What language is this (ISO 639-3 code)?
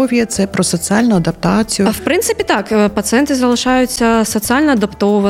ukr